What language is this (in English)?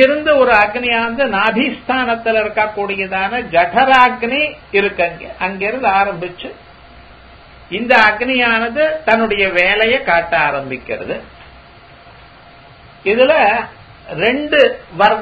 Tamil